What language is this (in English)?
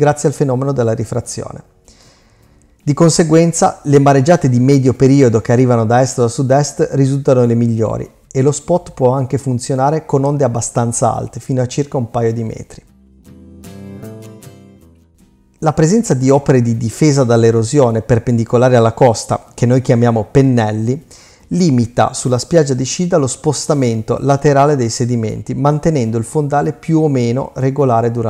Italian